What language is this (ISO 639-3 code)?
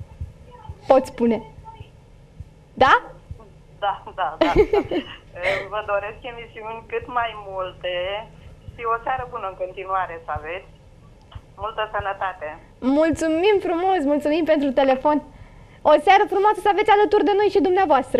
ron